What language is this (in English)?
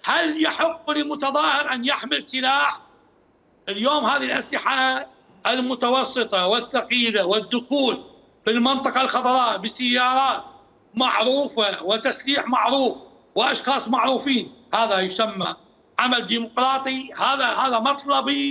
Mesopotamian Arabic